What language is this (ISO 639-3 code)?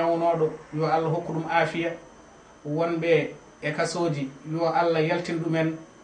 ful